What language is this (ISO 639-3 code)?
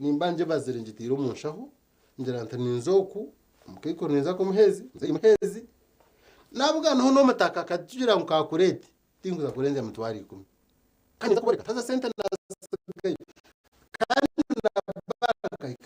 nyn